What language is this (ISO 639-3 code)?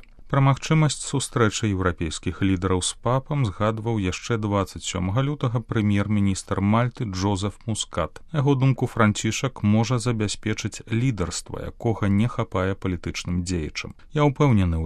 bel